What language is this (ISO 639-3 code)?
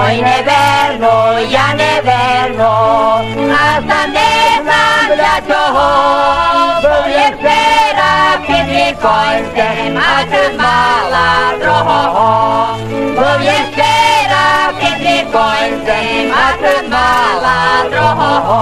rue